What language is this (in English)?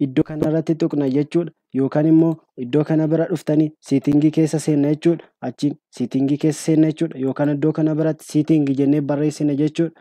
Oromo